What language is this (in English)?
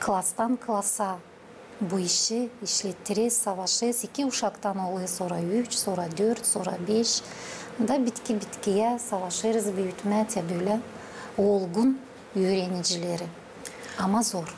Gagauz